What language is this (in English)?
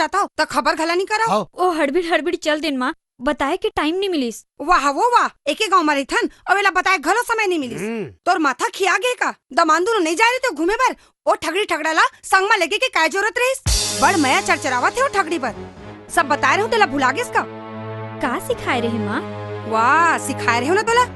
Chhattisgarhi